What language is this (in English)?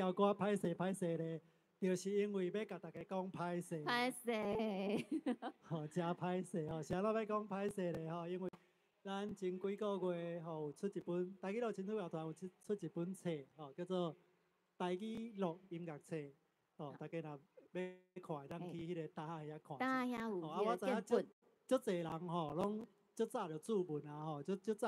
Min Nan Chinese